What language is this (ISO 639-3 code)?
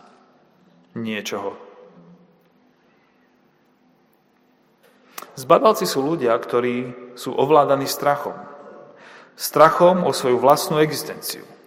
slk